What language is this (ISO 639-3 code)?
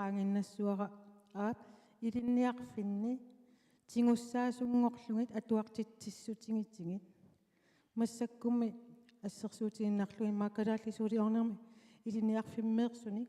kal